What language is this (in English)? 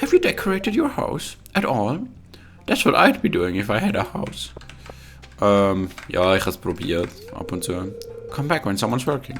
Swiss German